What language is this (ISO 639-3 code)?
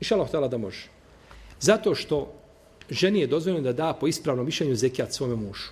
bos